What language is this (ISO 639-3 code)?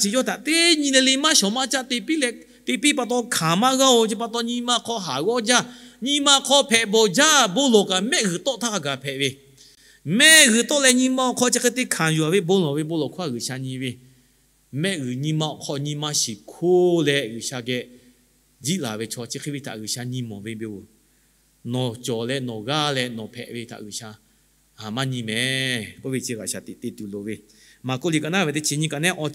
lhu